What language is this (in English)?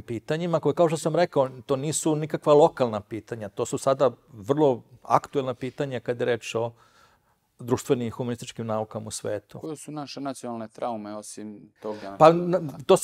Serbian